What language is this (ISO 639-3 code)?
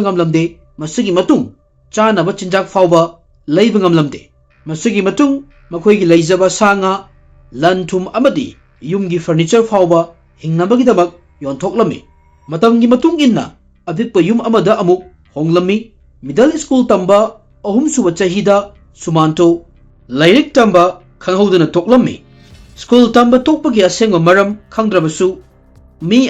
mni